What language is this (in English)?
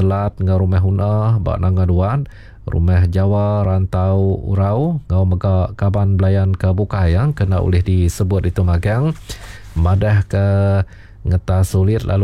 Iban